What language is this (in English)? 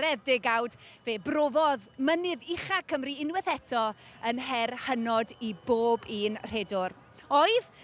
Welsh